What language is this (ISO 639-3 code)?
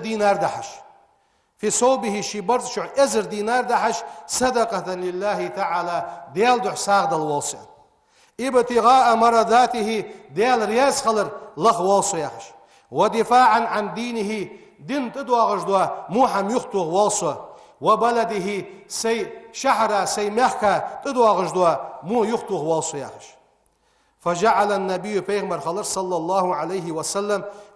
inh